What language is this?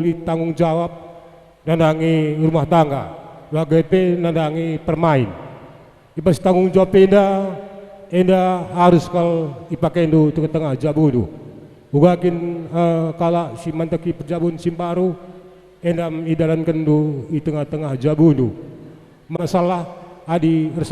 Batak Karo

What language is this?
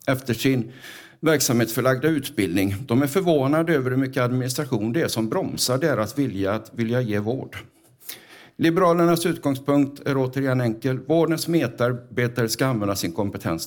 Swedish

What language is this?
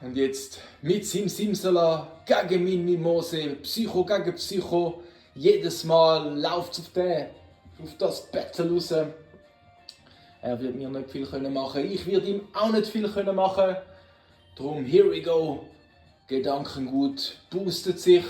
Swiss German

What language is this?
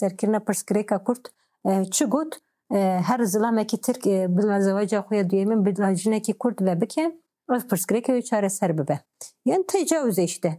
Kurdish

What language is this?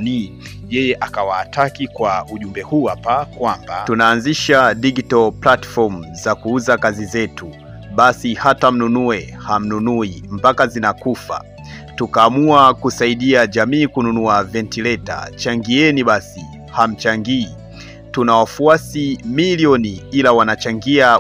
Swahili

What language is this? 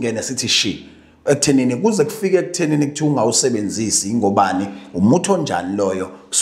Zulu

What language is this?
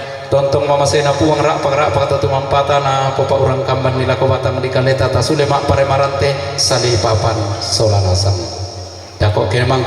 Toraja-Sa'dan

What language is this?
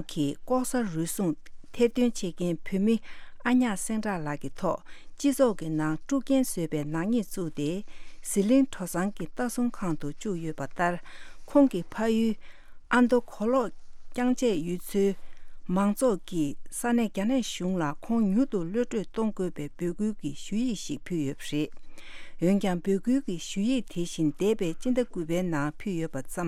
Tibetan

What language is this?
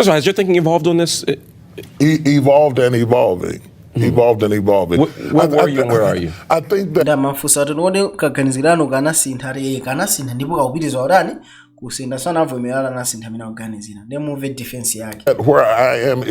Nyanja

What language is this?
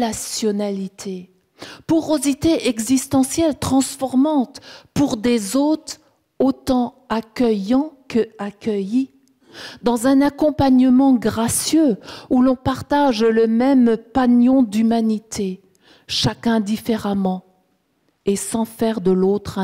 French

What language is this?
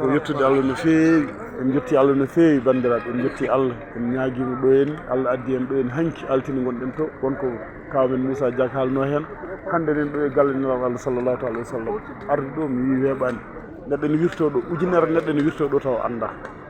Fula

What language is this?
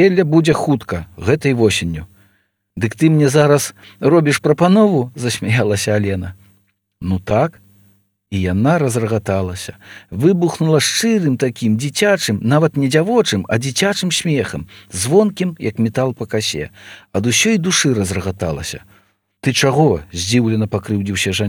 Belarusian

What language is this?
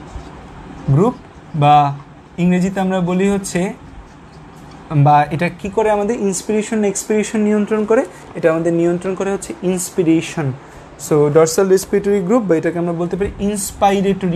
Bangla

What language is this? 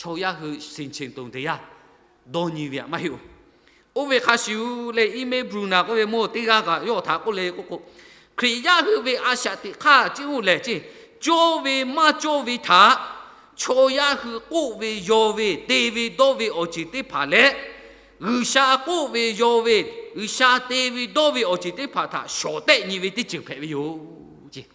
Lahu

